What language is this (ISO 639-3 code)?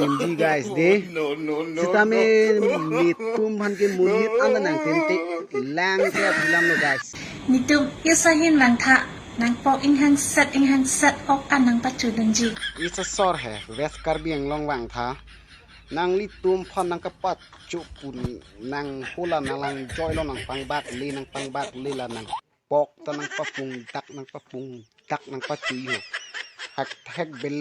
mjw